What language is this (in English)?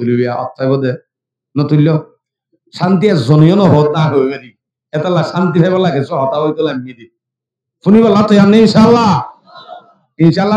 Rohingya